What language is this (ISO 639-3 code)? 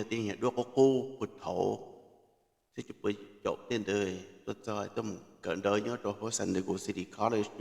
hmn